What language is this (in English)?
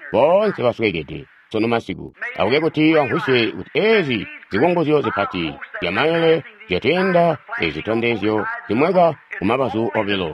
Tonga (Zambia)